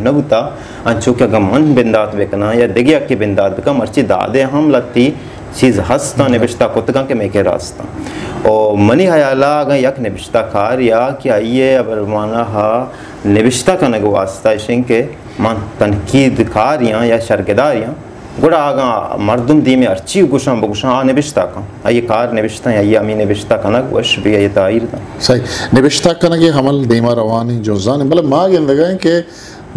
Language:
Baluchi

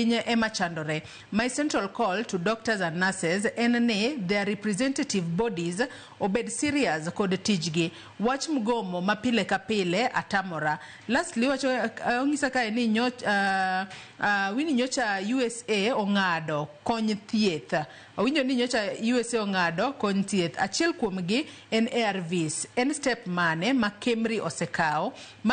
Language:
Luo (Kenya and Tanzania)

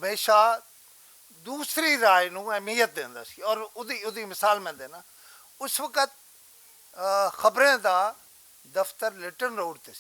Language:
Western Panjabi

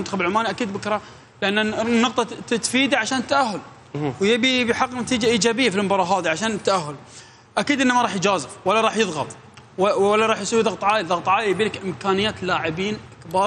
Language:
Mesopotamian Arabic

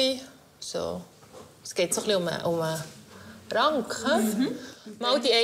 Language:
Swiss German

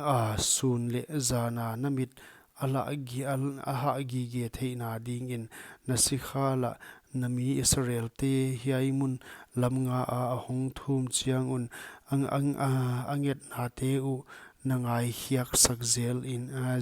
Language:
Paite Chin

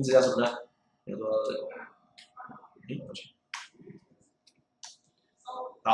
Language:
Chinese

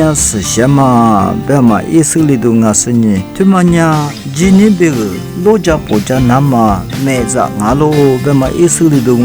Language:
Lisu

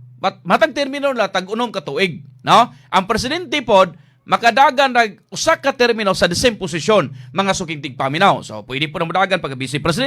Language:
Cebuano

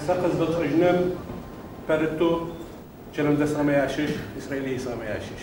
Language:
Adyghe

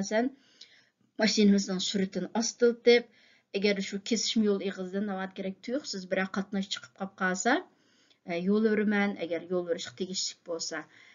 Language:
Uyghur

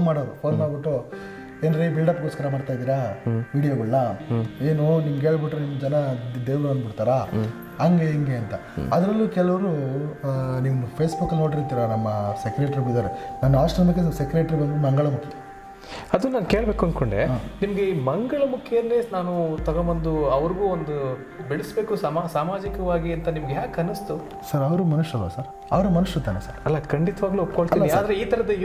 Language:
Kannada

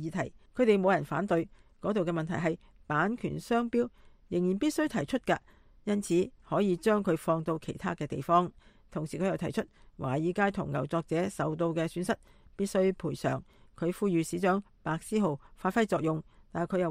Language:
Cantonese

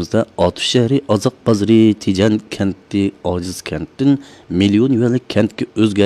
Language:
Uyghur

